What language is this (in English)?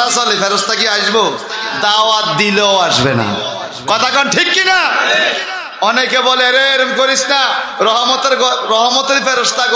Bangla